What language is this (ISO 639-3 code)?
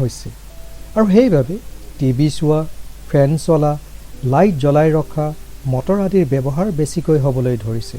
asm